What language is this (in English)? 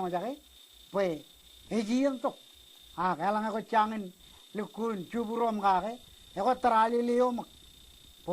Marshallese